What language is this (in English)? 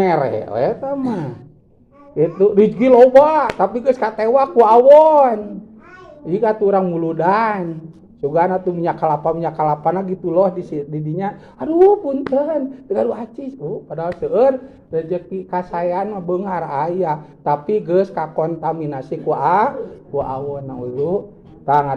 Sundanese